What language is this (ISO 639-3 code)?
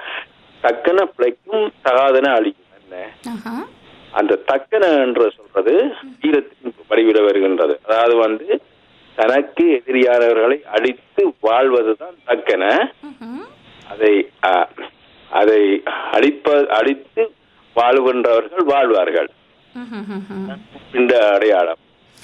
tam